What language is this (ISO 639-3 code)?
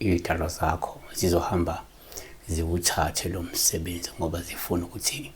zul